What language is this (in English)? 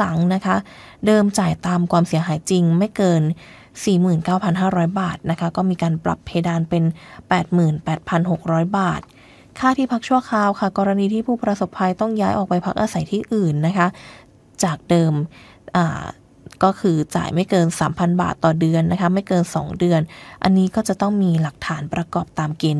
Thai